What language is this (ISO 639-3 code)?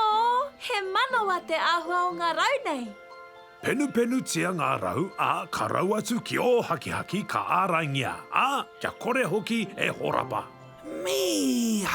mri